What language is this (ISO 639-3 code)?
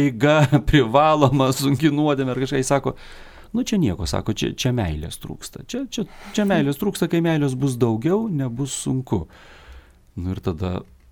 lit